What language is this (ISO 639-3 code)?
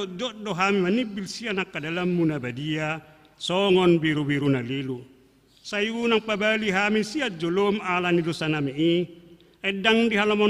bbc